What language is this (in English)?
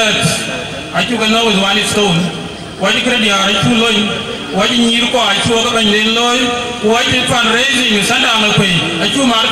Dinka